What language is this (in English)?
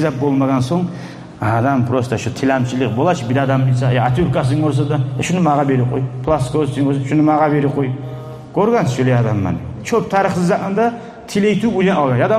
Kumyk